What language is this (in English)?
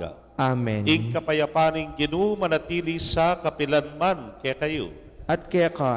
Pampanga